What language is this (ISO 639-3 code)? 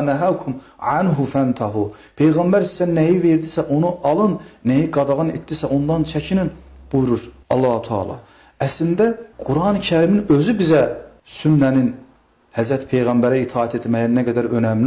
aze